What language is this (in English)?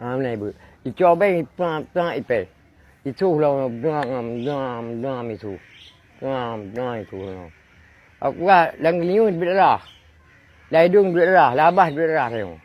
Achinese